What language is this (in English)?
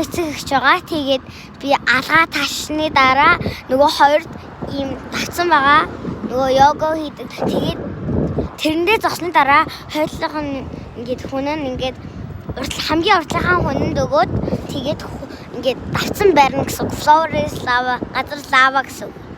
Mongolian